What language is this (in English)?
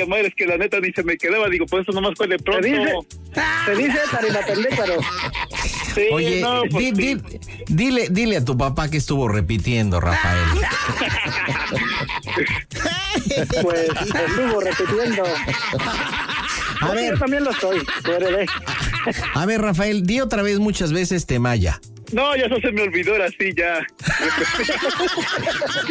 Spanish